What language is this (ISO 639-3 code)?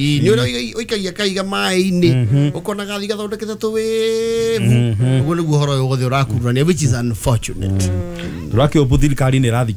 kik